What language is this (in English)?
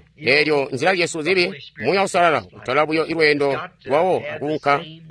Tonga (Zambia)